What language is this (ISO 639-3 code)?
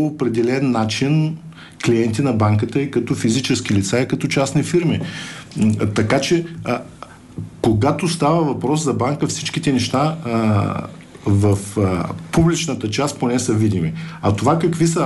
bul